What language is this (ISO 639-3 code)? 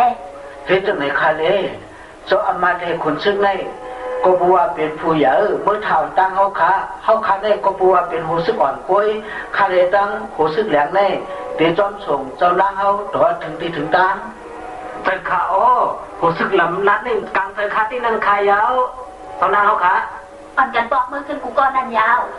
shn